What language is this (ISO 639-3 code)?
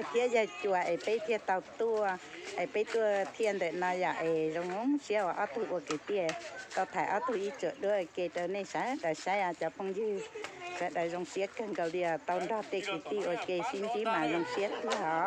hmn